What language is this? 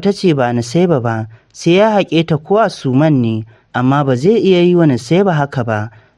Hausa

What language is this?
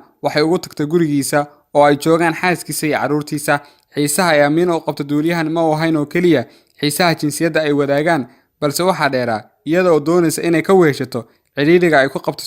Somali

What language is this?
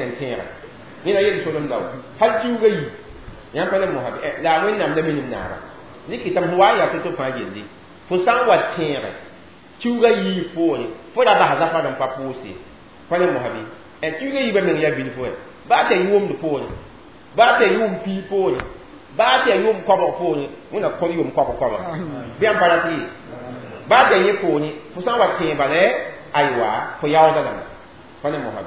Mossi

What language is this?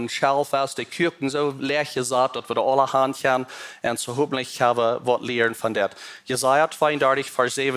Plautdietsch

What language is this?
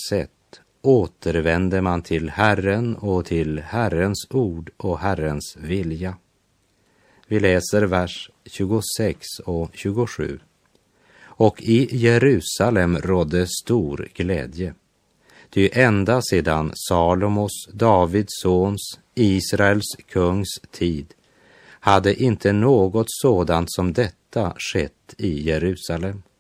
Swedish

